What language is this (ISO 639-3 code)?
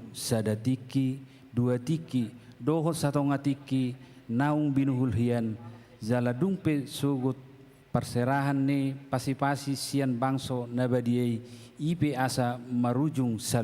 bbc